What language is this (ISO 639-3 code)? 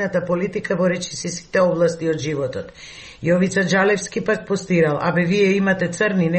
mkd